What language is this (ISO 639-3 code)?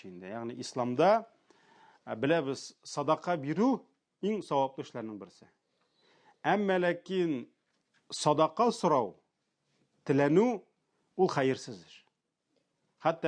tat